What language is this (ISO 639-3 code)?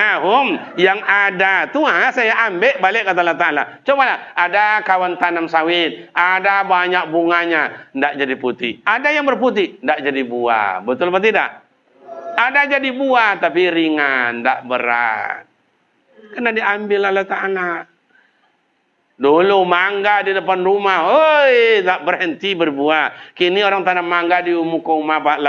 msa